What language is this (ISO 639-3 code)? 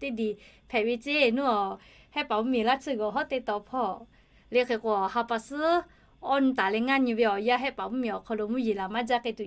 lhu